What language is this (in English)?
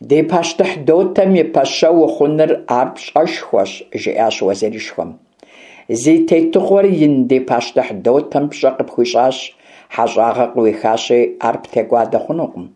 Kabardian